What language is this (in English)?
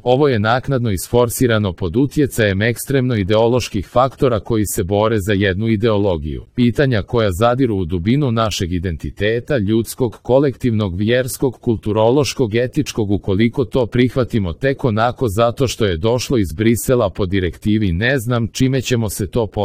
Croatian